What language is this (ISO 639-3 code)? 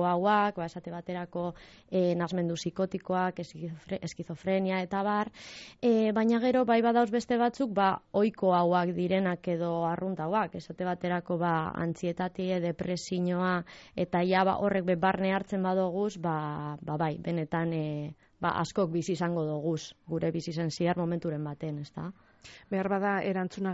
eus